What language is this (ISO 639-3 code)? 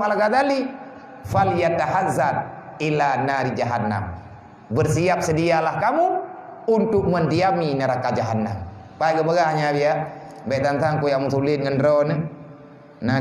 ace